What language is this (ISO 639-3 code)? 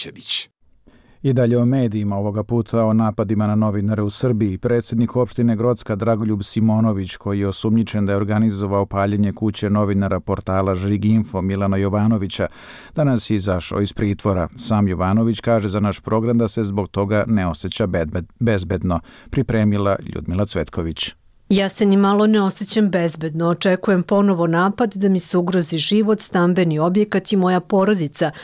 bos